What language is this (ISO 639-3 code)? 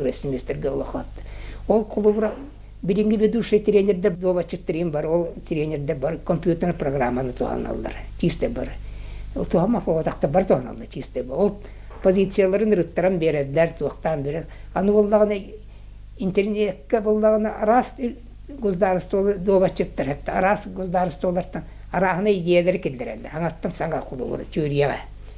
sah